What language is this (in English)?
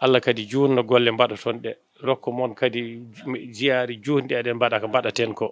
Fula